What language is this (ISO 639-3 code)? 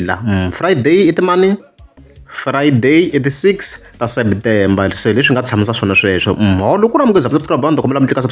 tso